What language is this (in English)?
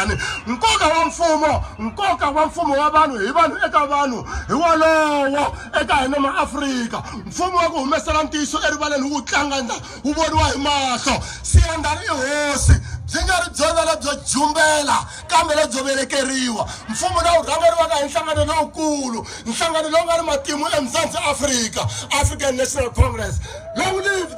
Tsonga